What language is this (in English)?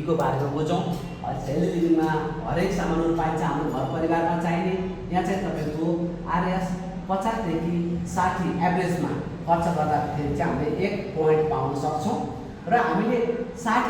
Nepali